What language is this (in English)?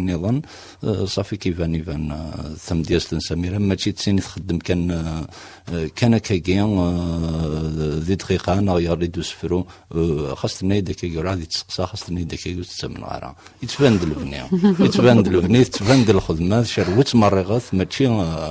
Kabyle